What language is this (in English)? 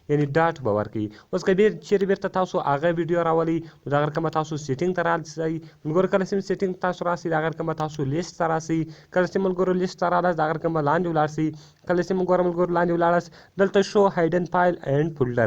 Pashto